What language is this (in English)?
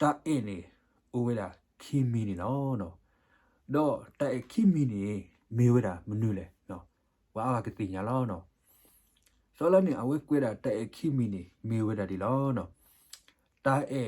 S'gaw Karen